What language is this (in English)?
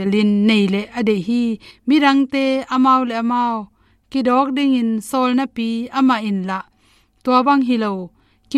Tedim Chin